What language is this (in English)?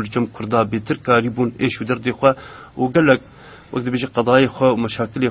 Kurdish